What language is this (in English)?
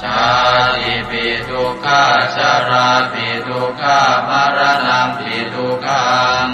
Pali